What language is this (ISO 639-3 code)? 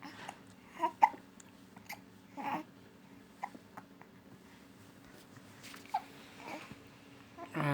lao